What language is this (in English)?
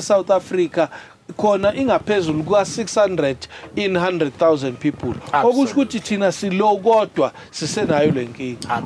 Zulu